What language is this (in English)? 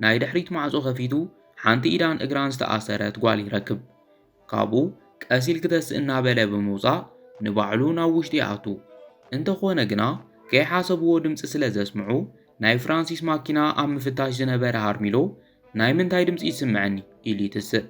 Tigrinya